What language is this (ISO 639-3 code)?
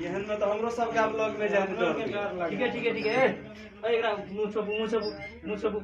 mai